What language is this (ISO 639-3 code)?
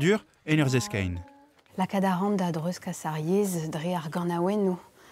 bre